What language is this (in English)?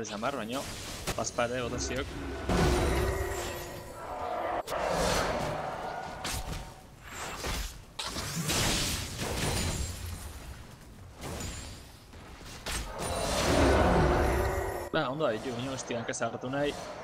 Basque